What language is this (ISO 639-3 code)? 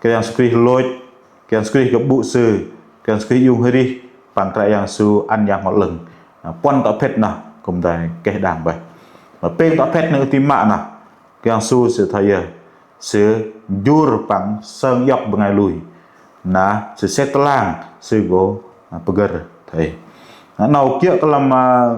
bdq